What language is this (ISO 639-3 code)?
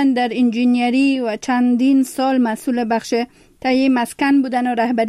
fas